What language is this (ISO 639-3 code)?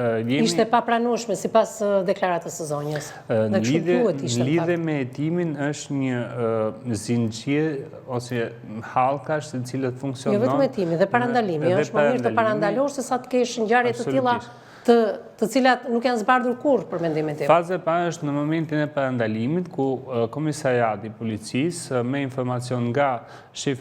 sqi